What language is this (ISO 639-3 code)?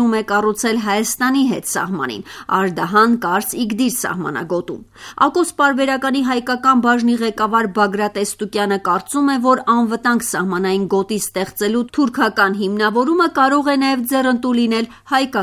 hye